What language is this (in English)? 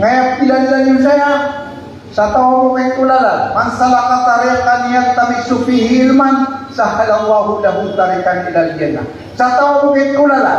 Maranao